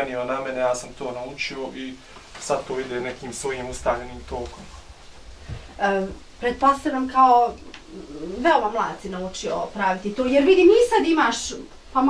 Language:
Bosnian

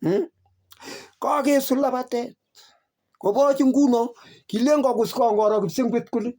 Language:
Kalenjin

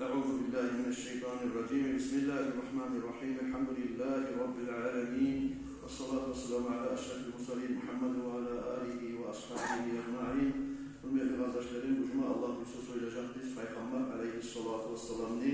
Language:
Kumyk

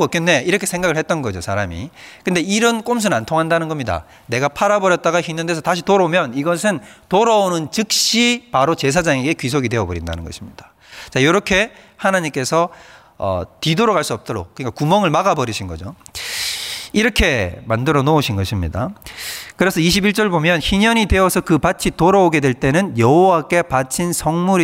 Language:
Korean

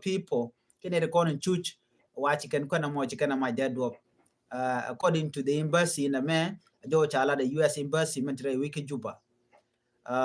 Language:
Nuer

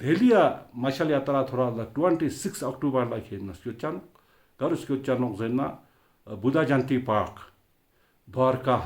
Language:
Ladakhi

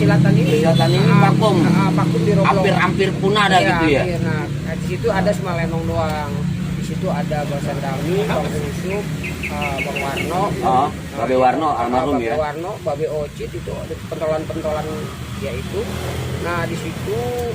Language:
Betawi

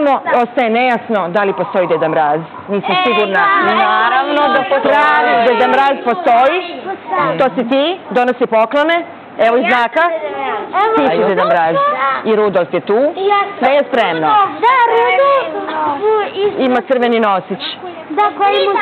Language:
Serbian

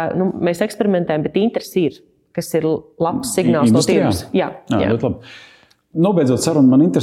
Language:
Latvian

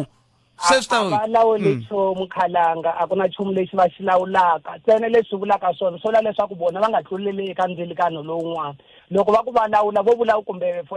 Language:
Tsonga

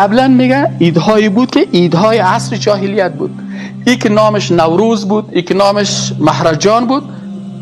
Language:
Persian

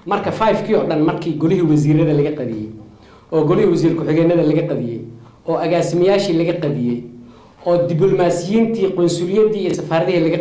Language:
Somali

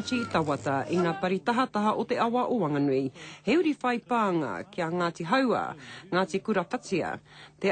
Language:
Māori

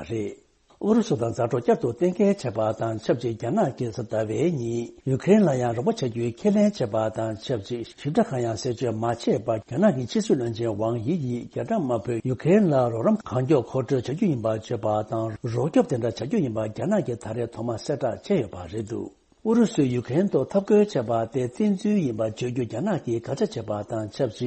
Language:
Tibetan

